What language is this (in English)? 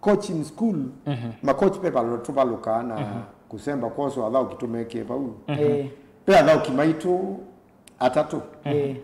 Kamba